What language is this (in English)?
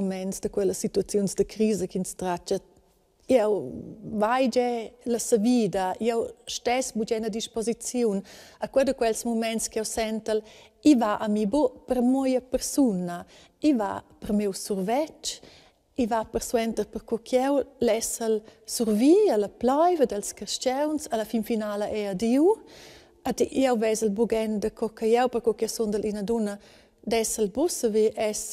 Romansh